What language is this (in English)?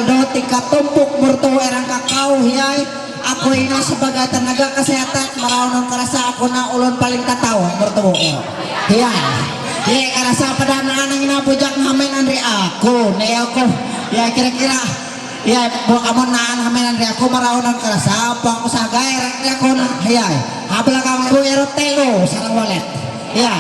Ma'anyan